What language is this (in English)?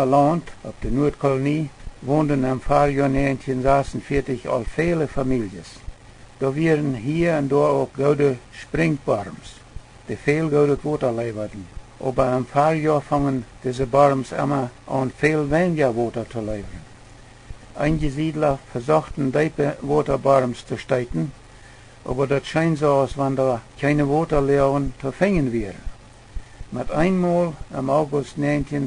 Plautdietsch